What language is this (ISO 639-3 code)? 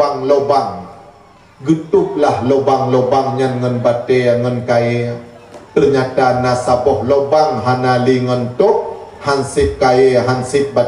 ace